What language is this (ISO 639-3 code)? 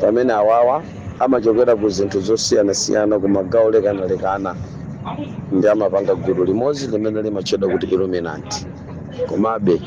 nya